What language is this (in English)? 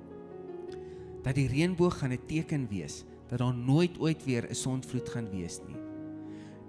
Afrikaans